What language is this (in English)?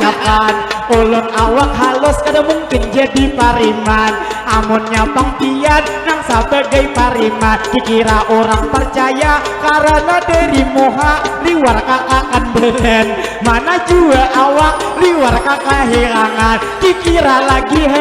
Banjar